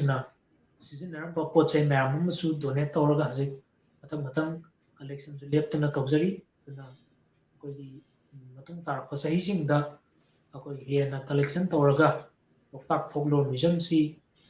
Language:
Manipuri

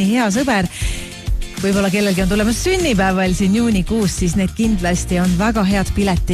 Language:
Estonian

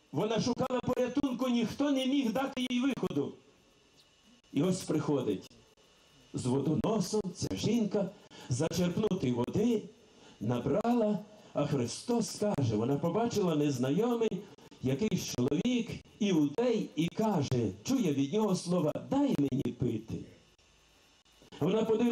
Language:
Ukrainian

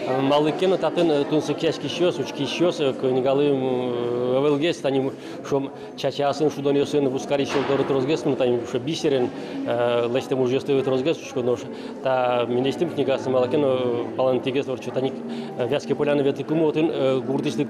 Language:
Udmurt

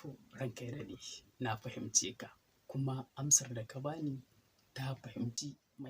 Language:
Hausa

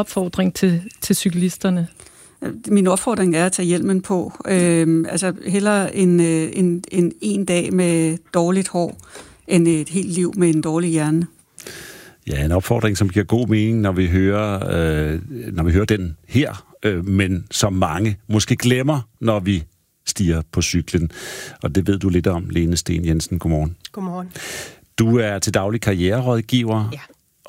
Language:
Danish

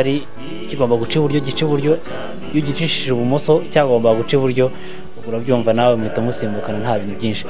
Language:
Kinyarwanda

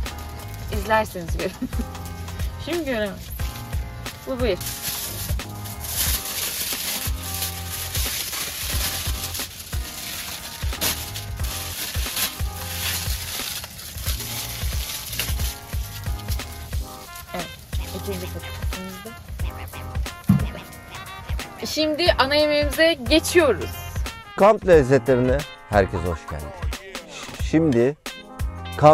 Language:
Turkish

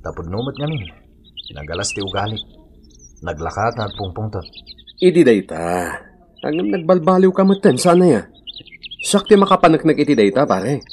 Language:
Iloko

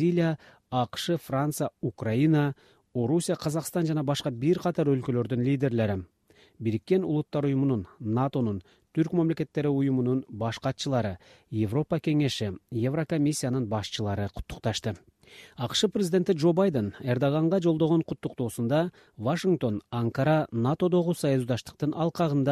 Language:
Kyrgyz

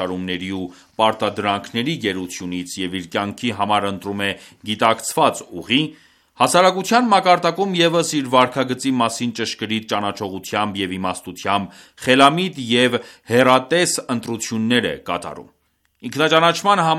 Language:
Armenian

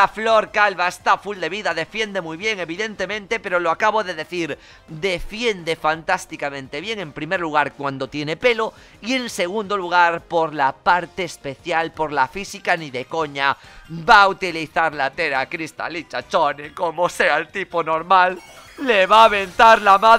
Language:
Spanish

